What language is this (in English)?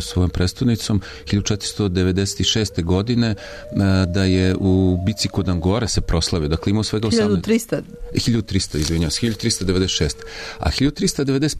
Serbian